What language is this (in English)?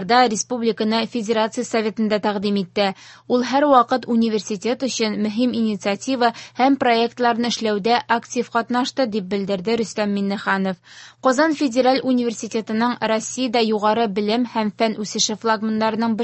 Tatar